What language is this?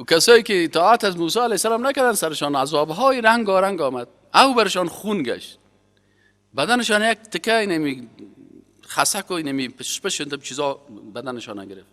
Persian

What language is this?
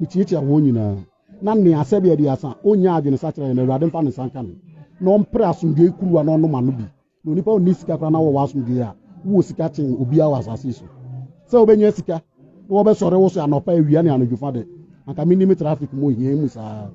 Akan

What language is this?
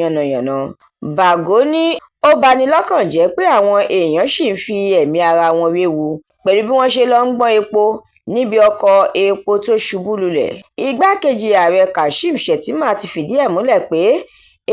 Yoruba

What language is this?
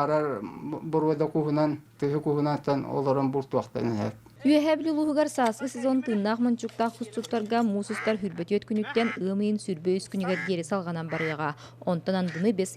Yakut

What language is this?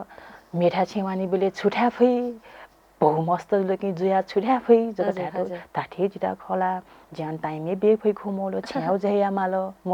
Newari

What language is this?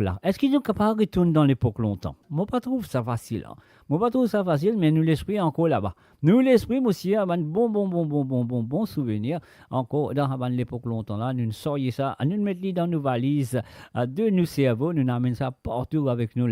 Morisyen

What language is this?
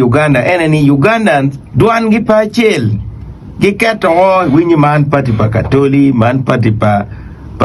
Acoli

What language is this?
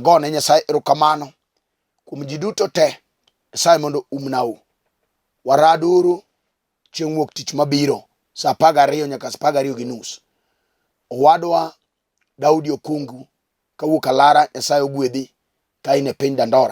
Luo (Kenya and Tanzania)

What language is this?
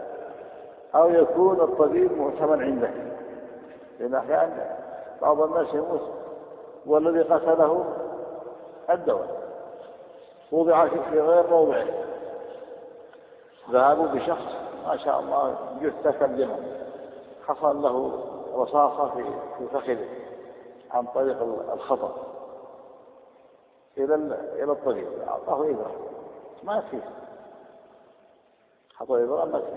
Arabic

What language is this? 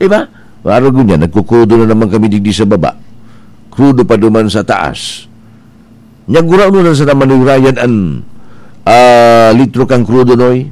Bikol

